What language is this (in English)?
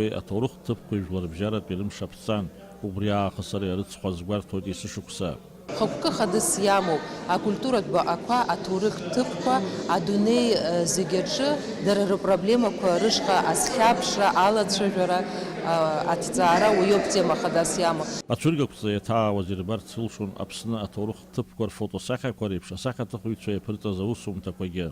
Abkhazian